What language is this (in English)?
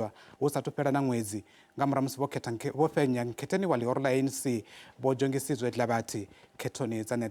Venda